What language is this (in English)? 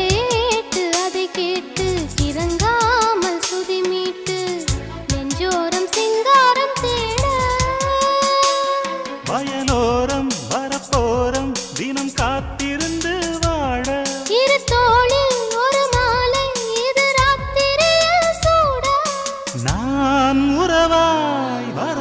Tamil